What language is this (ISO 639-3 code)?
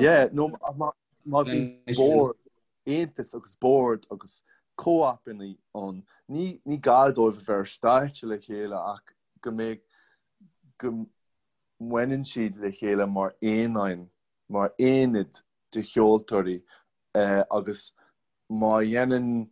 gle